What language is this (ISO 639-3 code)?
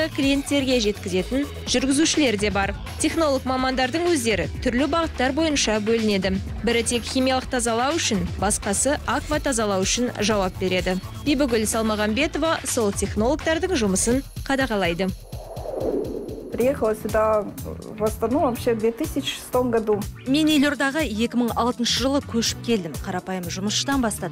kaz